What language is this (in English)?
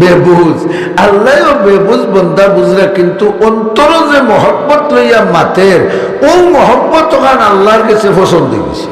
Sylheti